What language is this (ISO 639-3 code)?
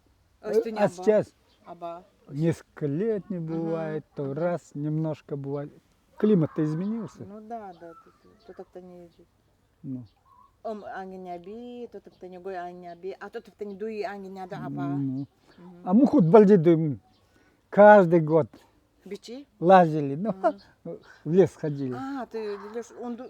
gld